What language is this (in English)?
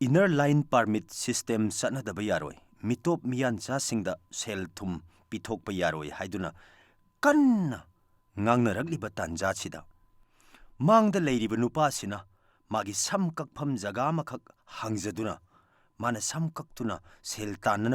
Manipuri